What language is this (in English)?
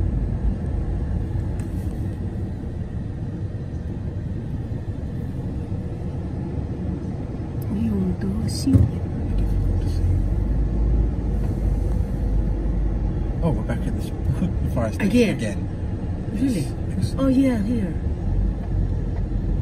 English